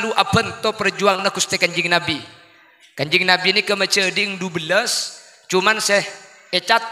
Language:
Madurese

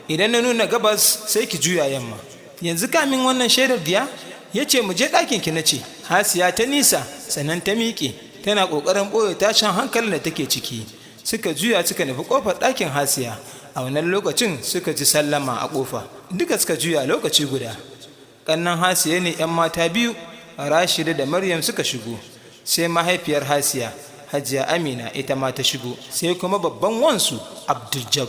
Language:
Hausa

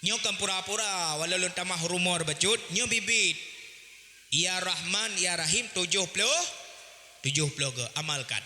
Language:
Achinese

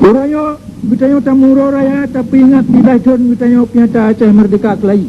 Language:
Achinese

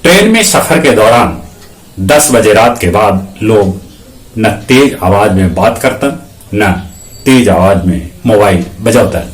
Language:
Magahi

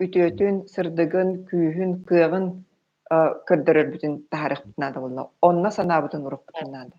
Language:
Yakut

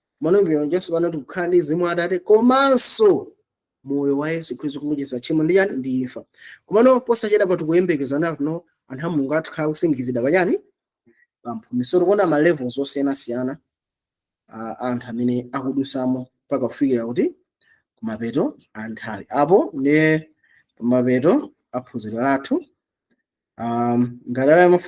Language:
Nyanja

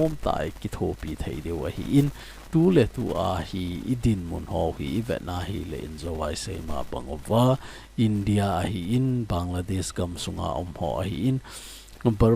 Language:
Thado Chin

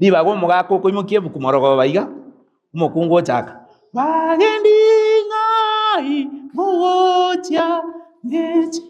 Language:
Gusii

